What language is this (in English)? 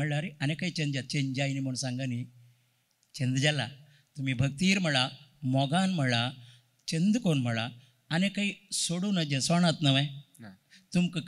Konkani